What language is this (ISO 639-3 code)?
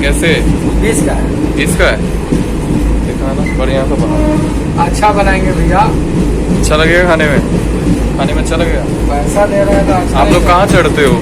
mai